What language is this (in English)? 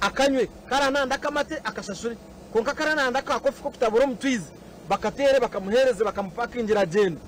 Nyankole